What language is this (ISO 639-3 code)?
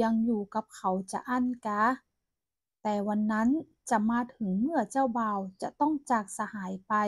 nod